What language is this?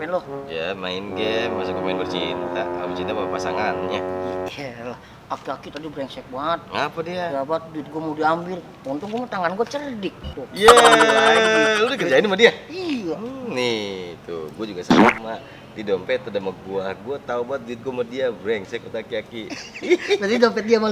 Betawi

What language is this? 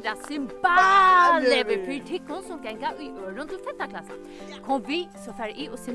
Faroese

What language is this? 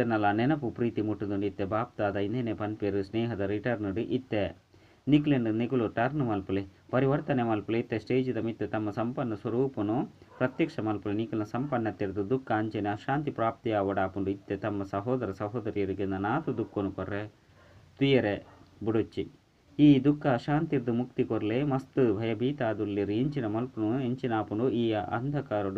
Tulu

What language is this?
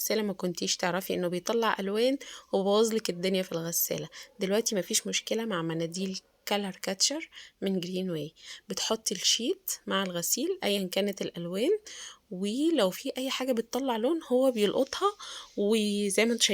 Egyptian Arabic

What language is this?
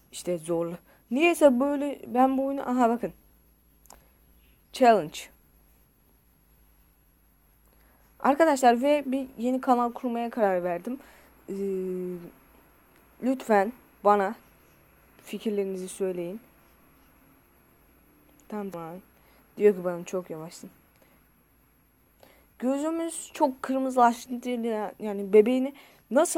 Turkish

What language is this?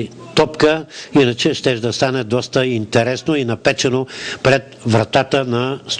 Bulgarian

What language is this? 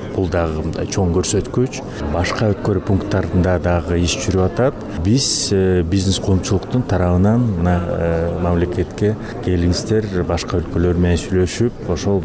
Kyrgyz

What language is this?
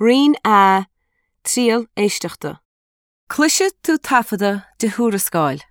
Irish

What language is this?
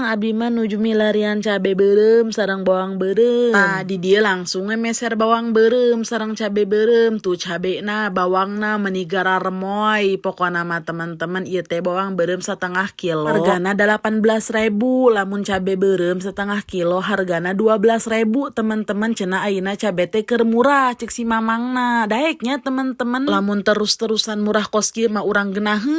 Sundanese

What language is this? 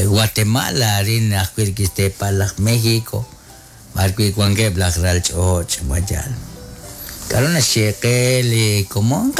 Kekchí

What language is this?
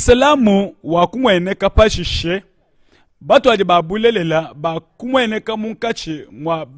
Luba-Lulua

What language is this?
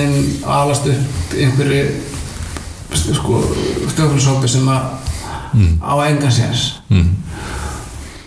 Icelandic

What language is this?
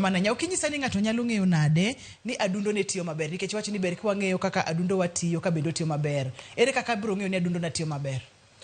Luo (Kenya and Tanzania)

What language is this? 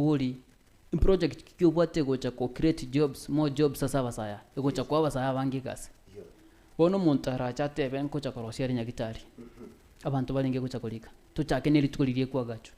Gusii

